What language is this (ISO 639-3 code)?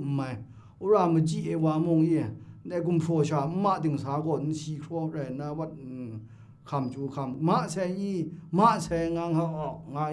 kac